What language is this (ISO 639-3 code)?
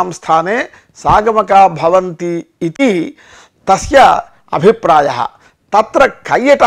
san